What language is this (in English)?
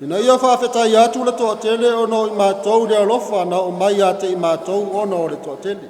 Samoan